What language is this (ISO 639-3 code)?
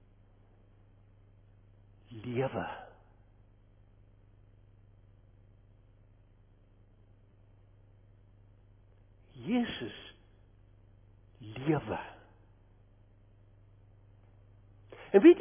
afr